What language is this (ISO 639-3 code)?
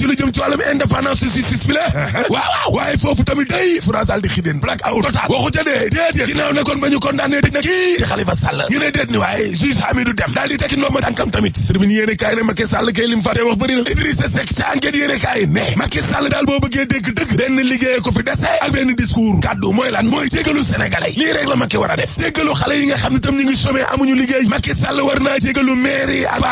wol